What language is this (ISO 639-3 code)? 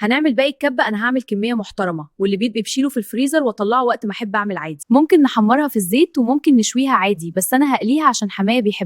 arz